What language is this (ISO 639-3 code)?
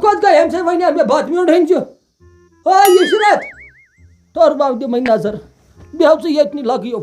kas